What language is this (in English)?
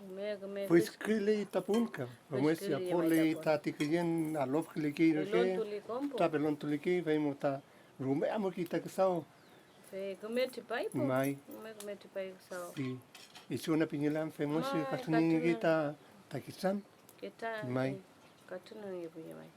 Mapuche